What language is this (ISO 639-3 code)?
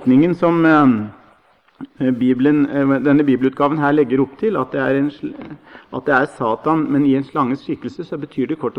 nor